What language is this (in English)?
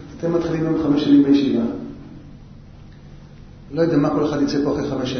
Hebrew